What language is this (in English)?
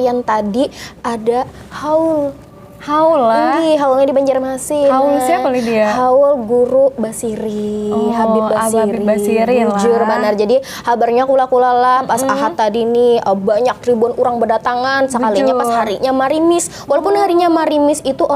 Banjar